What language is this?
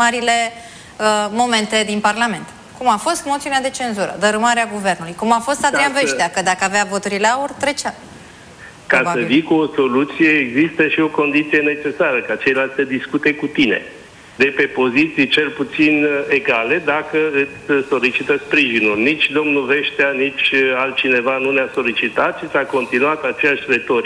Romanian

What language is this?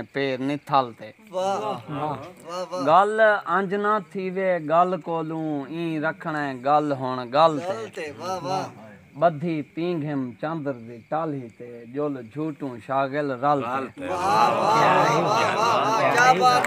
Saraiki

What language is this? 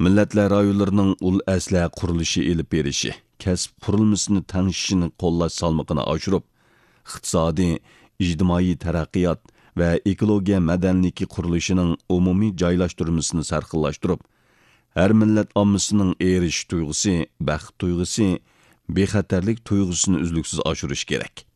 Uyghur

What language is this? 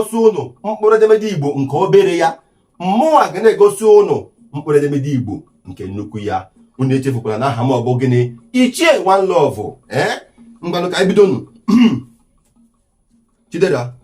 Igbo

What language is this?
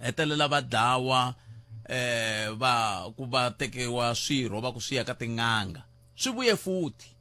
Tsonga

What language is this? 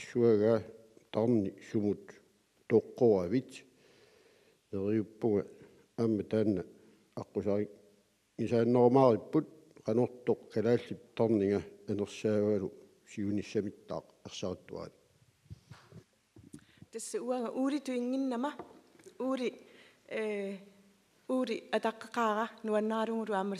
Kalaallisut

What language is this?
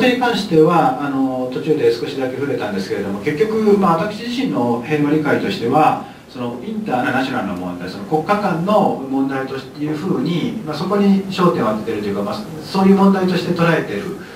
Japanese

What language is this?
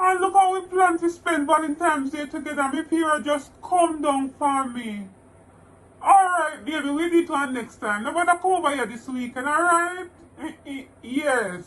Jamaican Creole English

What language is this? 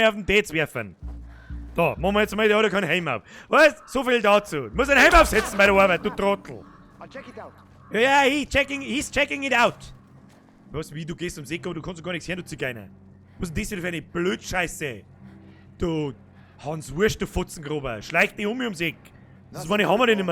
Bavarian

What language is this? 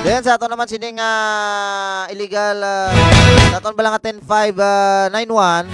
Hiligaynon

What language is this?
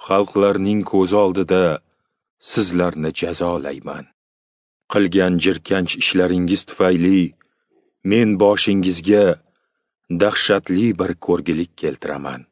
Uzbek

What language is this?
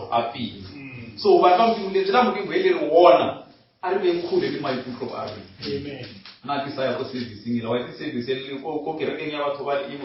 Northern Sotho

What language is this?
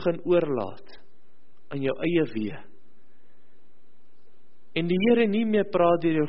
Afrikaans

